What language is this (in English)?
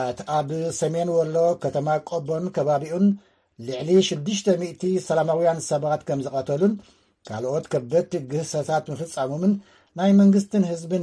Tigrinya